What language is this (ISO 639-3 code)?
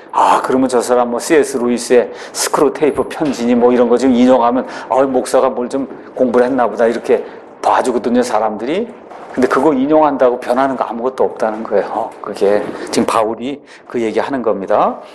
kor